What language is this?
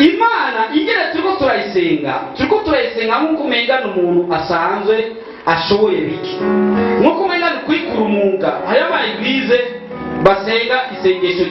Rundi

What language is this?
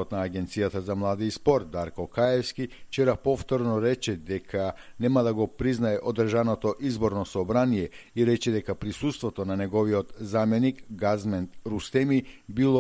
Macedonian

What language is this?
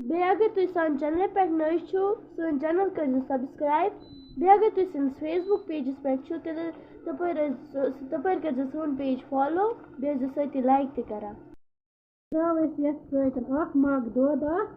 Kashmiri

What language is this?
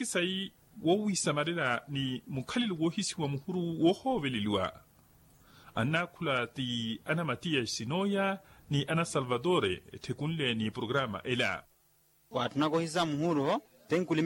Makhuwa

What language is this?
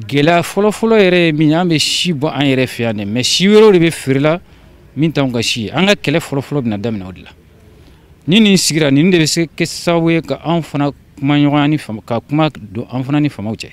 Bambara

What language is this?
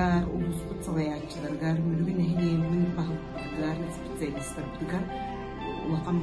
Yakut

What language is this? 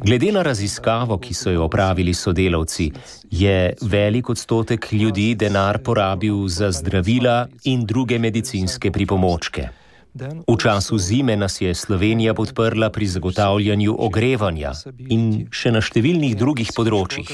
Slovenian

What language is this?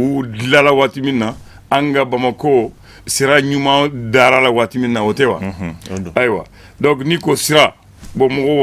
Bambara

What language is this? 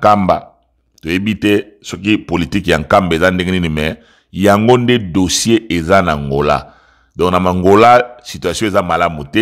Lingala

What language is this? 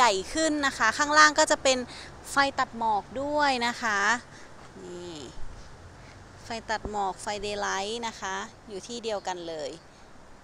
Thai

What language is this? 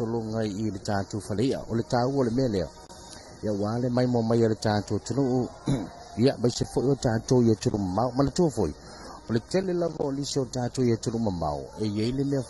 Samoan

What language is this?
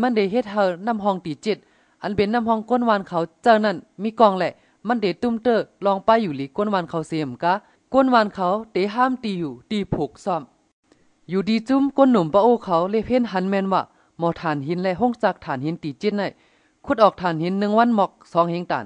Shan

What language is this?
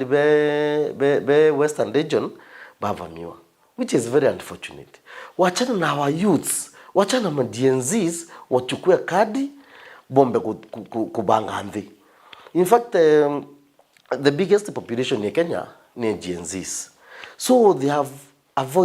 Meru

